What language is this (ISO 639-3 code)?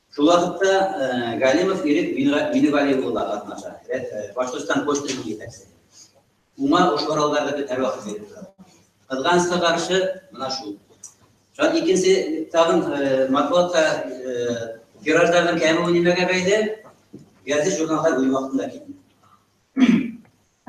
bak